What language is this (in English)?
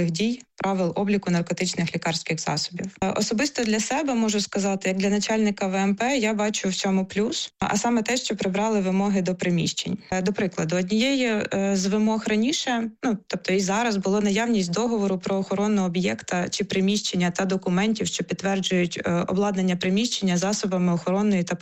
Ukrainian